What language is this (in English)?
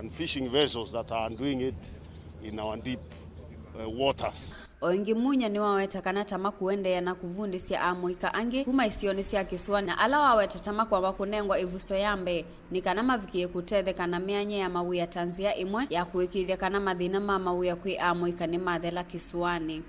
Kamba